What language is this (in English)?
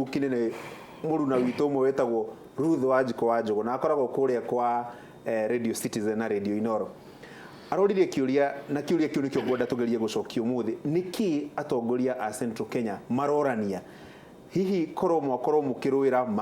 Kikuyu